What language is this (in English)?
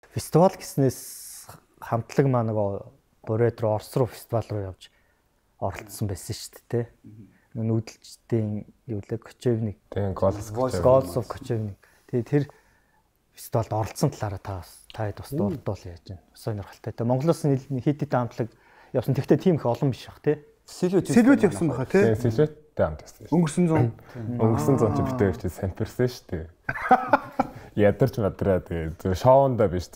Mongolian